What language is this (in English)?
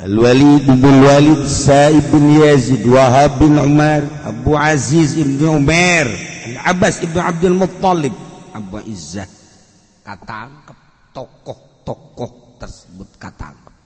Sundanese